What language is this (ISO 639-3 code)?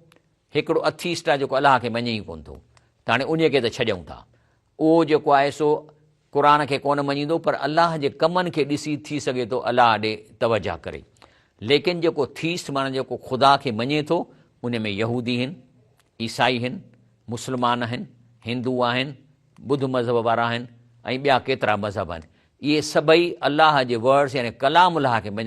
snd